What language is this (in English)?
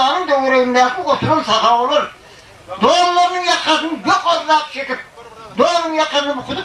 Turkmen